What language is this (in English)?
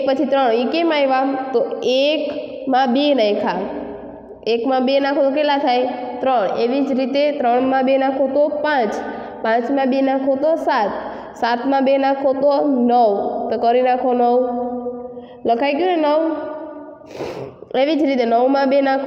Gujarati